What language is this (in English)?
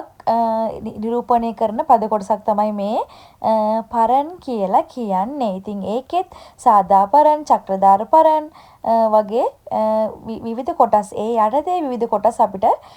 Sinhala